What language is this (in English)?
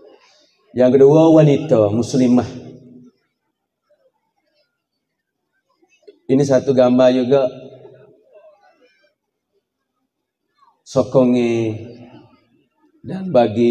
Malay